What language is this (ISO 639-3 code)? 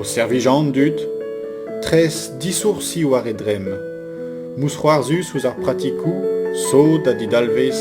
bre